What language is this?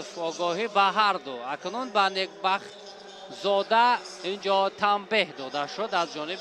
Tajik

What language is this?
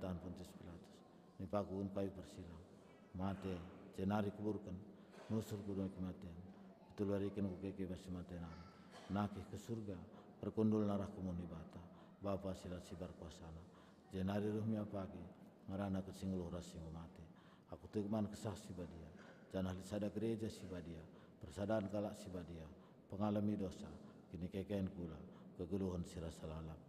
Batak Karo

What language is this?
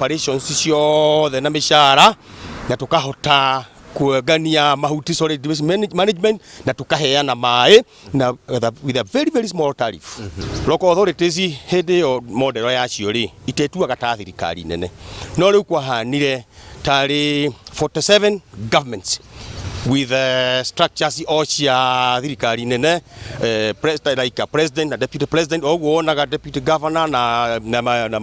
Kikuyu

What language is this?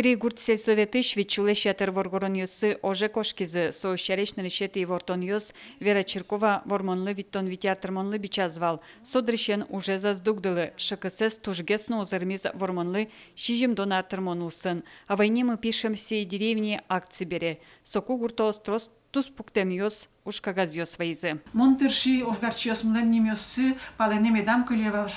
Udmurt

